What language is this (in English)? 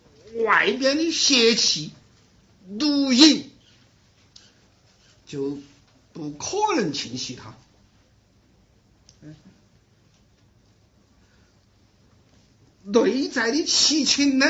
Chinese